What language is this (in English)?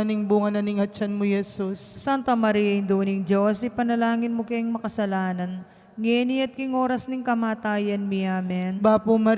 Pampanga